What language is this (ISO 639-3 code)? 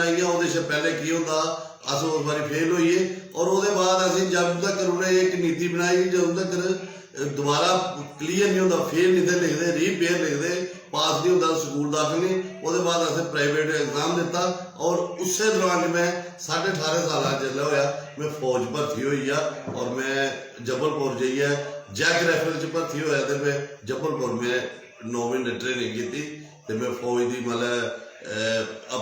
doi